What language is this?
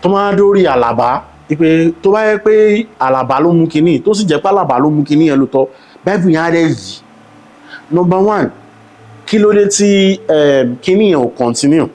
Yoruba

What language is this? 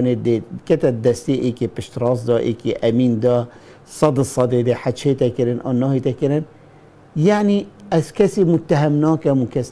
Kurdish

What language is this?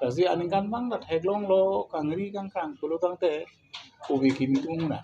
Karbi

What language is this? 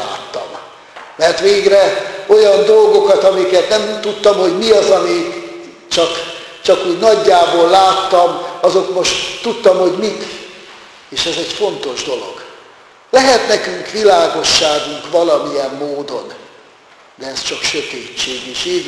Hungarian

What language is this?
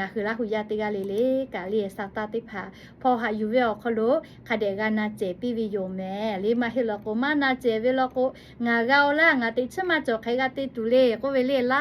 Lahu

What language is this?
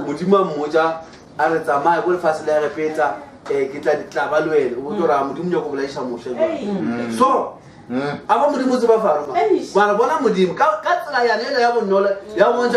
Northern Sotho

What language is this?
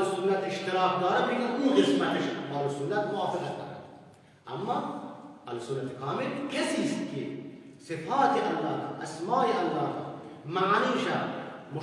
Persian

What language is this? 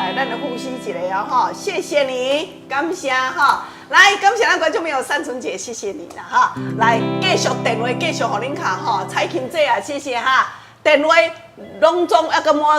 Min Nan Chinese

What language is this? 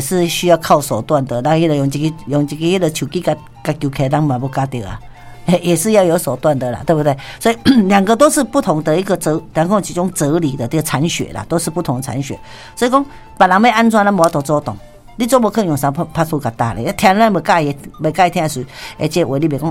Min Nan Chinese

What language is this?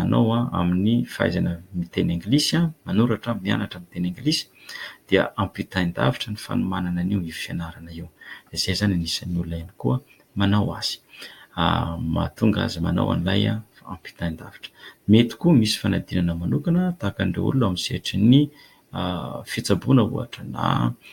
Malagasy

